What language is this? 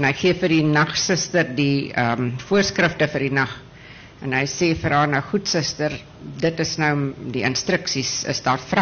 Afrikaans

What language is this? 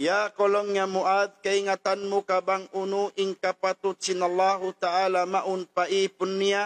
Tausug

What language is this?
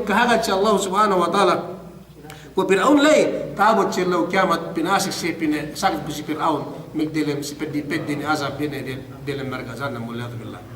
Yakan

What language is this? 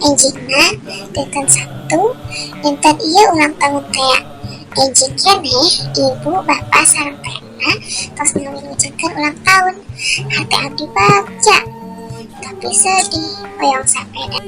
Sundanese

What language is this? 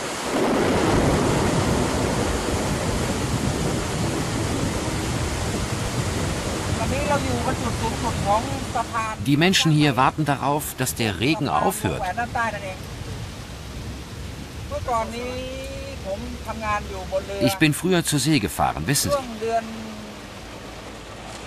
German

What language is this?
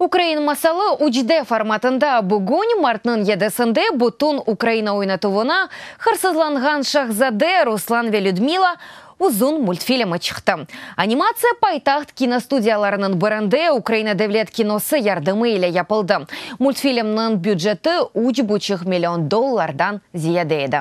Crimean Tatar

